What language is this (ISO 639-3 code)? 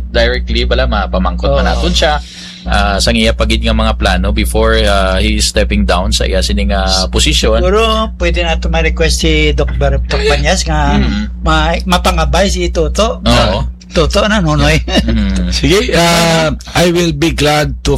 hil